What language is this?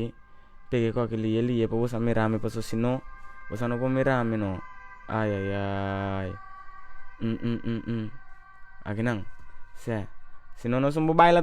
Papiamento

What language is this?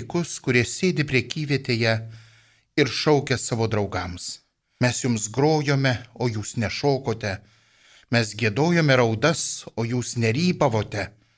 Lithuanian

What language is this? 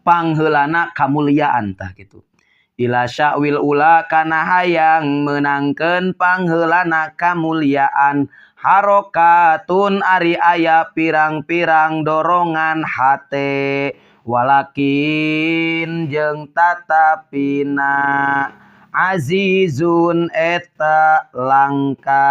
Sundanese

